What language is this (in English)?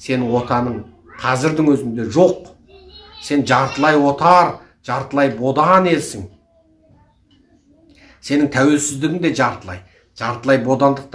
Kazakh